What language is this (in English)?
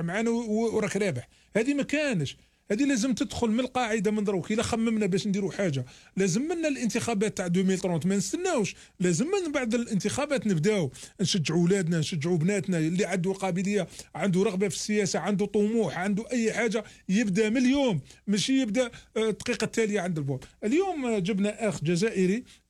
Algerian Arabic